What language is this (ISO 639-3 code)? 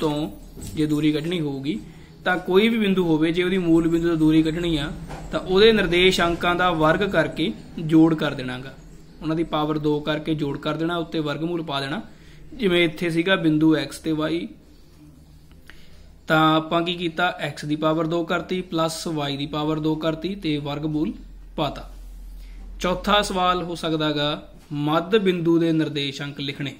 pan